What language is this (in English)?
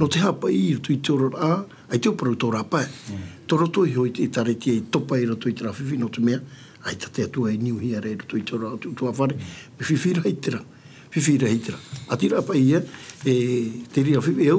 Tahitian